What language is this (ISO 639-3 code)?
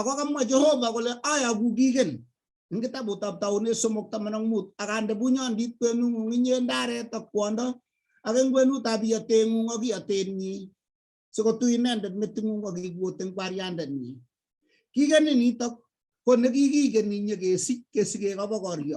kln